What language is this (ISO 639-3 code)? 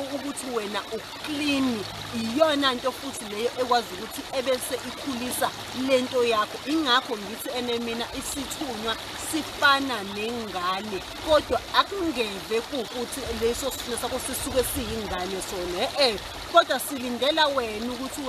zul